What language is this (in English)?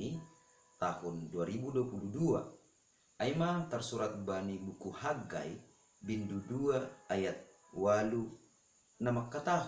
Batak Simalungun